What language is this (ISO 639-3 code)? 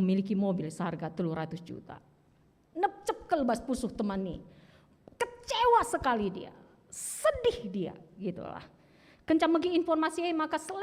btx